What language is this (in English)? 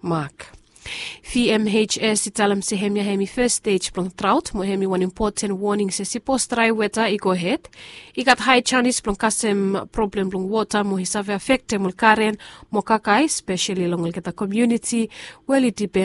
Bislama